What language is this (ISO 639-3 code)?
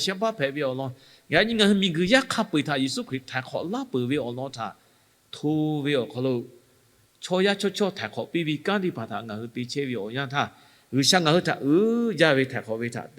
lhu